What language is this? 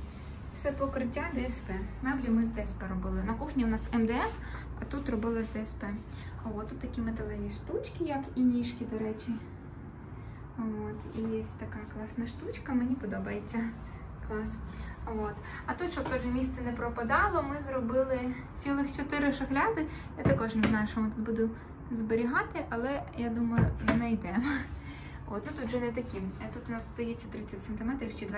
Ukrainian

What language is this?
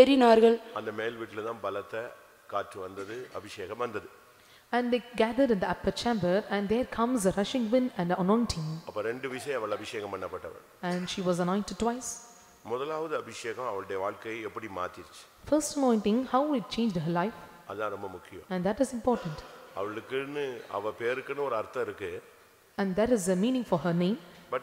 Tamil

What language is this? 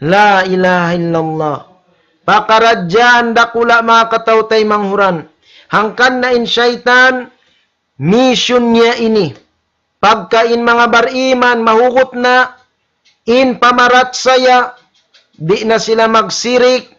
Tausug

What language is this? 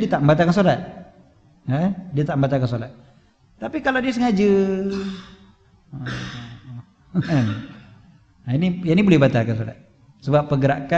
Malay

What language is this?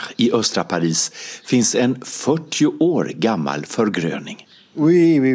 Swedish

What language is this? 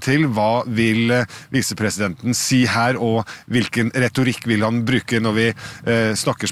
Norwegian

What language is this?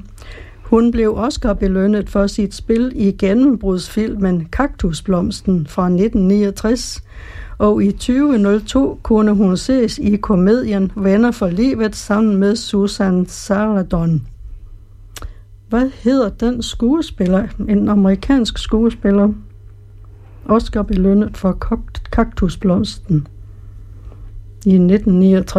Danish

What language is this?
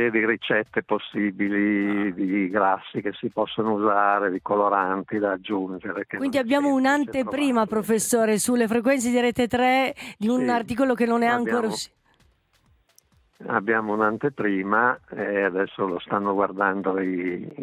Italian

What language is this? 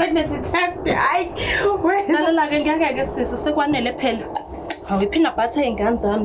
Zulu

